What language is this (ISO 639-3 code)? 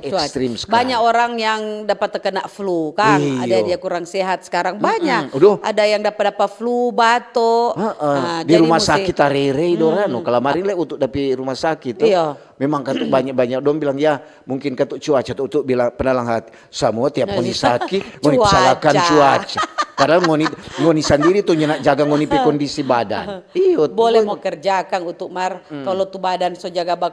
xmm